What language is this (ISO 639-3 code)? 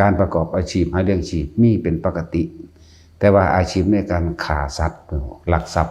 lao